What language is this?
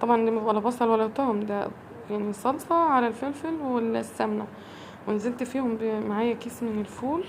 Egyptian Arabic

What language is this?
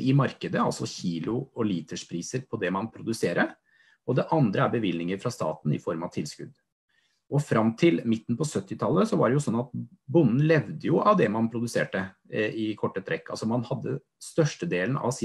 Norwegian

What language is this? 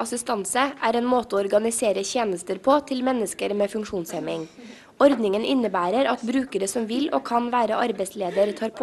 Norwegian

